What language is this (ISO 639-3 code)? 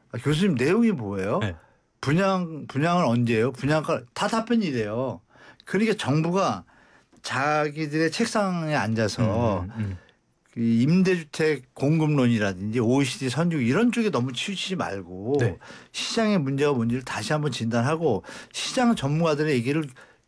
kor